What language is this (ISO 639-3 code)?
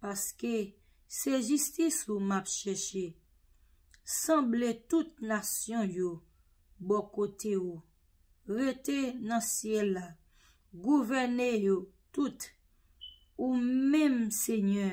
hat